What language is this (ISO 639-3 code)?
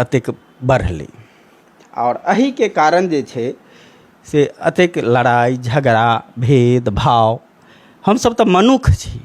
mai